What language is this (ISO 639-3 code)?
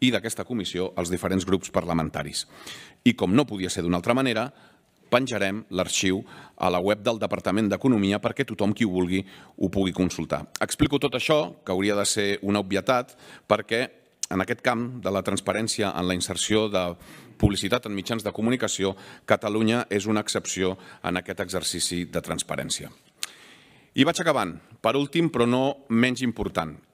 cat